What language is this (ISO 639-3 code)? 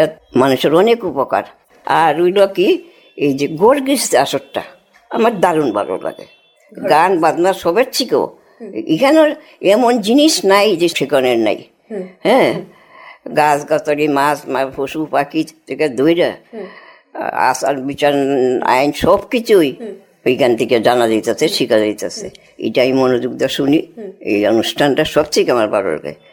ben